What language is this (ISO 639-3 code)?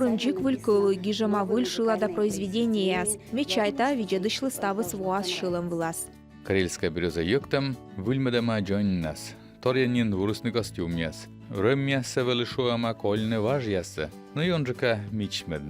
kom